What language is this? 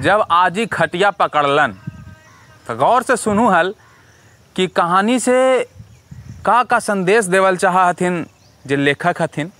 Magahi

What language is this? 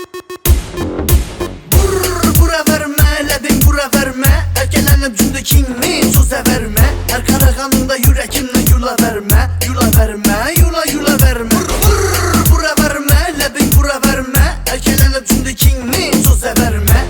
Turkish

